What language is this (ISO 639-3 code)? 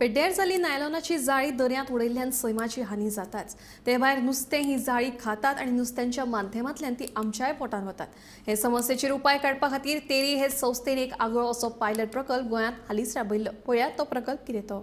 kok